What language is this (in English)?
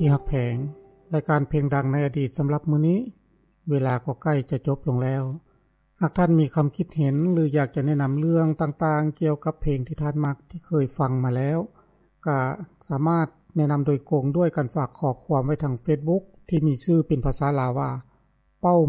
Lao